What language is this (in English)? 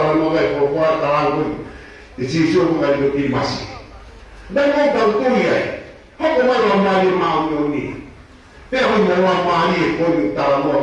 Tongan